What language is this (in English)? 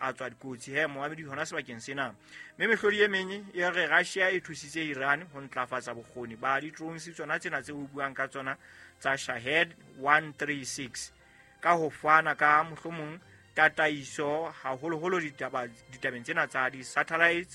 Southern Sotho